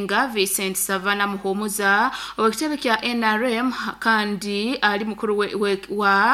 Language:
Nyoro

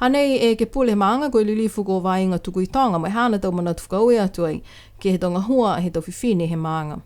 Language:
Niuean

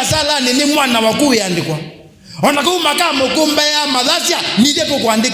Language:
Kamba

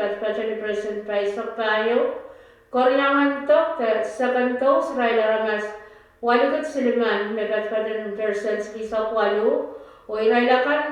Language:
Pohnpeian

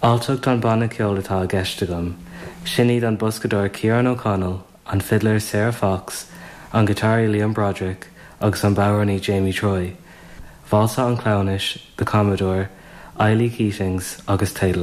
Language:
Irish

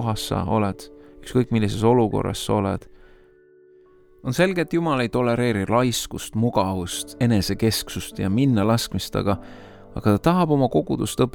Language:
Estonian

